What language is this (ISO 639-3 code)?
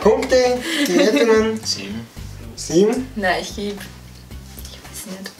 bar